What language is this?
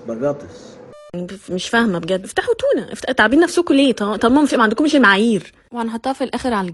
Egyptian Arabic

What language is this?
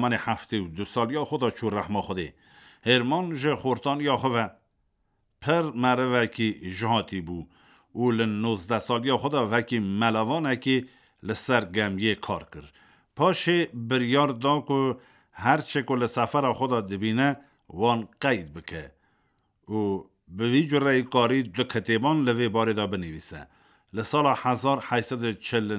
Kurdish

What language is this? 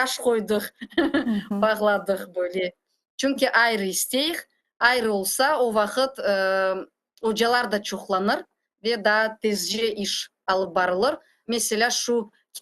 Crimean Tatar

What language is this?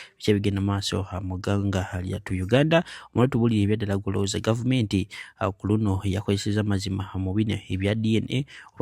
Ganda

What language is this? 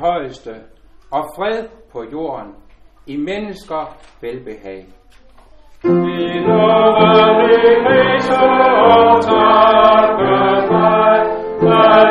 Danish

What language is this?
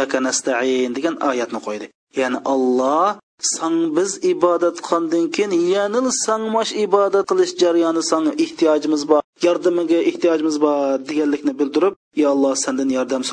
Uyghur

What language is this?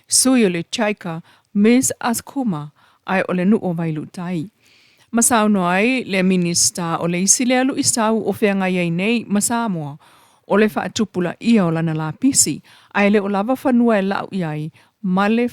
Samoan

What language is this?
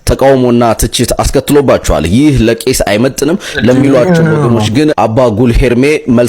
Amharic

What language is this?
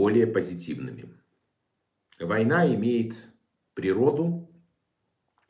Russian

